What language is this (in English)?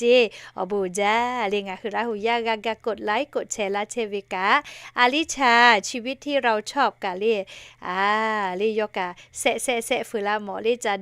Lahu